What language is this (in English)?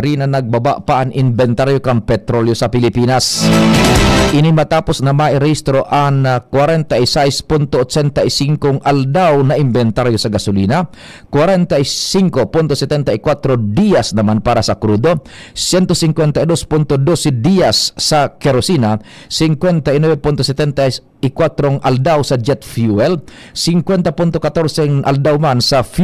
Bikol